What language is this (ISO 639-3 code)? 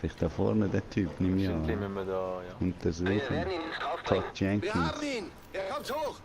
gsw